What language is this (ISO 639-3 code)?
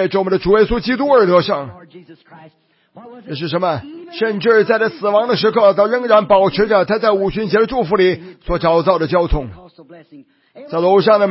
zho